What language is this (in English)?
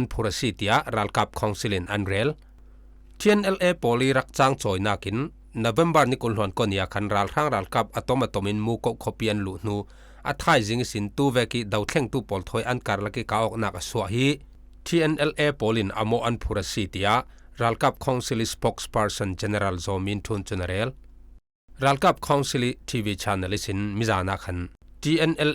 Falam Chin